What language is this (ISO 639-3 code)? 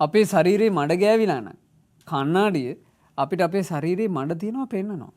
sin